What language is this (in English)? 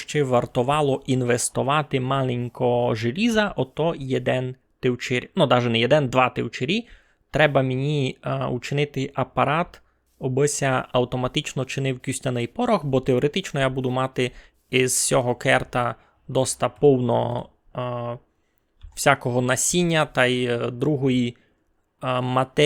Rusyn